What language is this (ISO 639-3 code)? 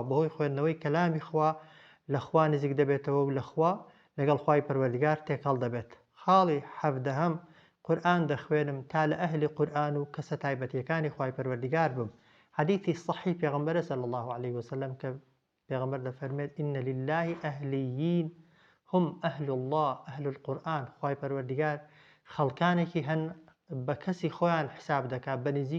ckb